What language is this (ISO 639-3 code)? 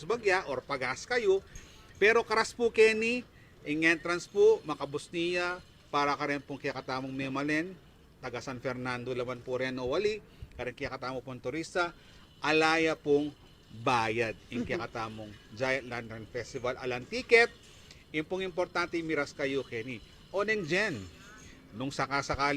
pam